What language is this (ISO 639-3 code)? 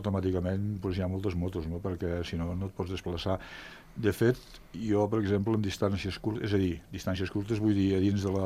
cat